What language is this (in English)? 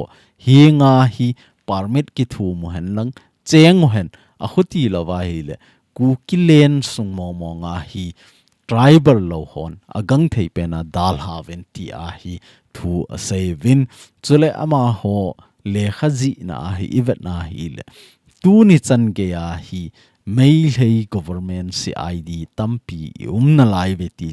Thado Chin